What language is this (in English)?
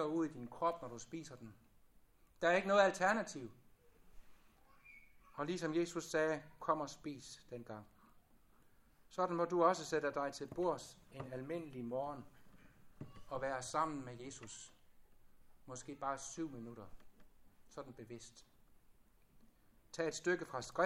Danish